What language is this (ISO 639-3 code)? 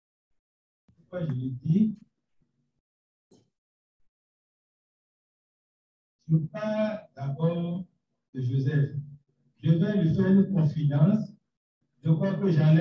fra